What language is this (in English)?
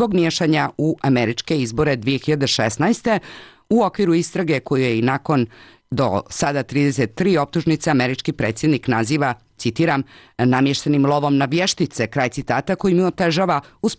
Bosnian